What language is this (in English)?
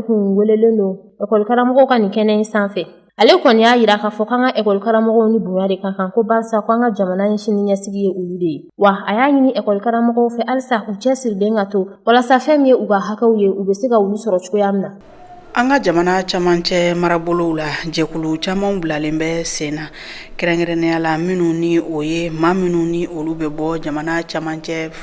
Bambara